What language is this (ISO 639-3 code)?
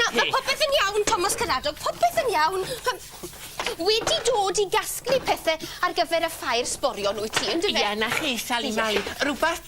cym